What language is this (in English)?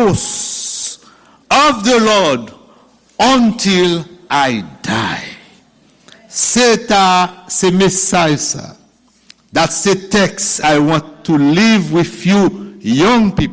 Haitian Creole